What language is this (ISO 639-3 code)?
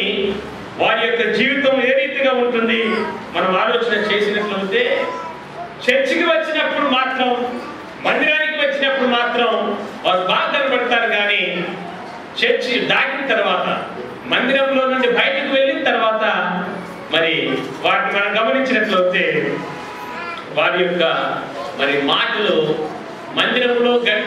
tel